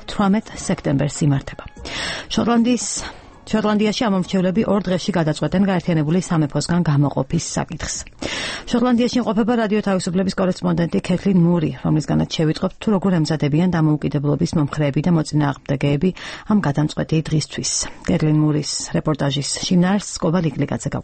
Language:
Georgian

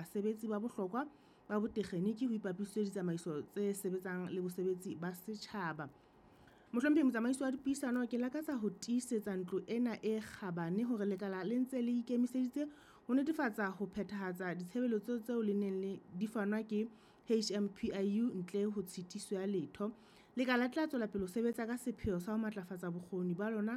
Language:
Southern Sotho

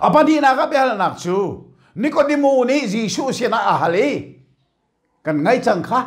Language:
Hakha Chin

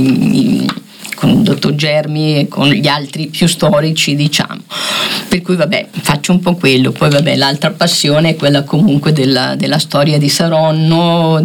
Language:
Italian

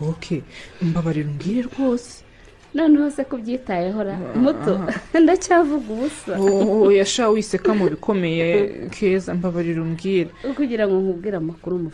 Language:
Kinyarwanda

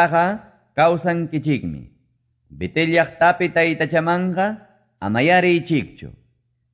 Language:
Quechua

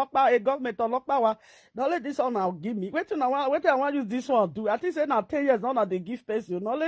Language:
Nigerian Pidgin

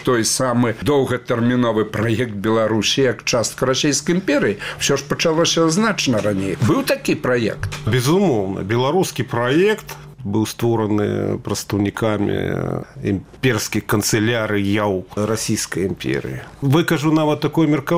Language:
Belarusian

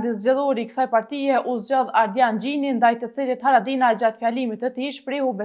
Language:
Albanian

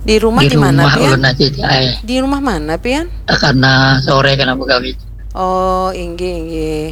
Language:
Banjar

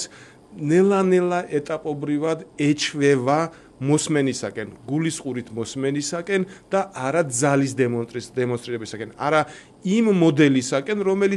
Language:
Georgian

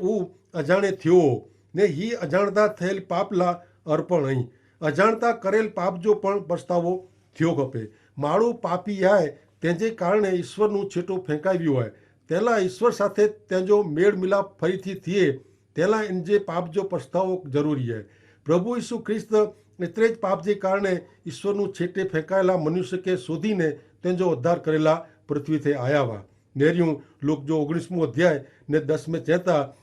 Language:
Kachhi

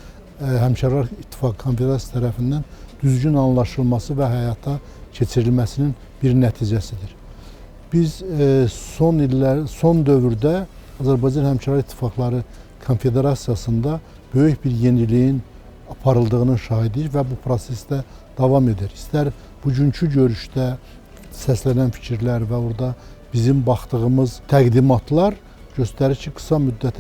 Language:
Azerbaijani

